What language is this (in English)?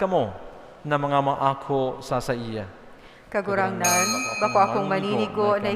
Bikol